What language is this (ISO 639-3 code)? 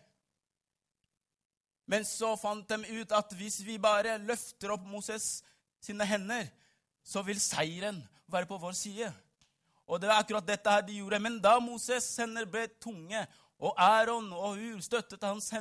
nor